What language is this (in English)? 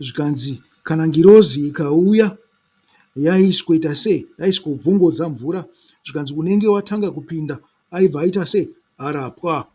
Shona